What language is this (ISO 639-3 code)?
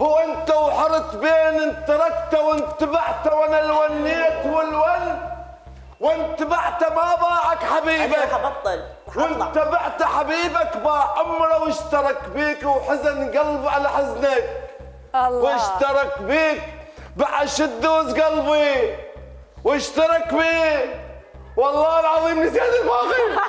acm